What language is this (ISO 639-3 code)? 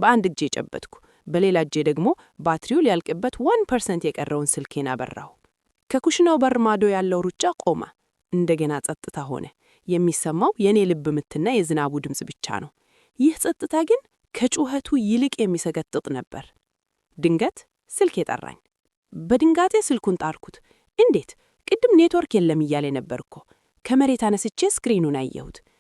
amh